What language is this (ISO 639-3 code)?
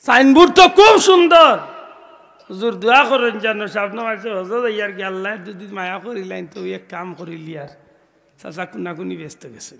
syl